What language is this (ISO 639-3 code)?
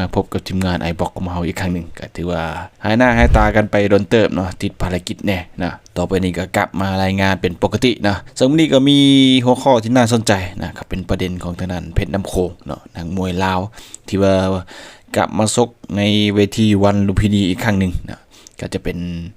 lao